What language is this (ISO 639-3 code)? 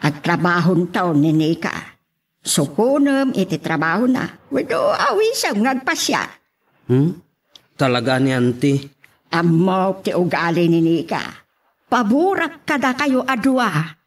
ilo